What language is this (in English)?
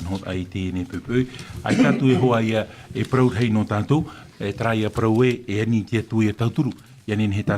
Tahitian